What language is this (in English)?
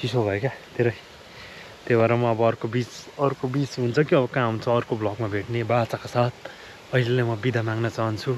Nepali